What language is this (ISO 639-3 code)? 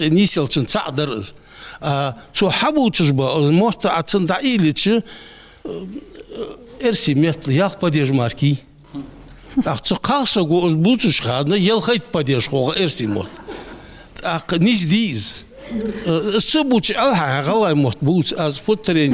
inh